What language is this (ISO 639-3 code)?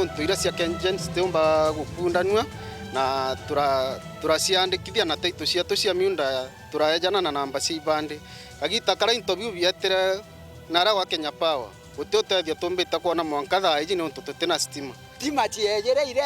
mer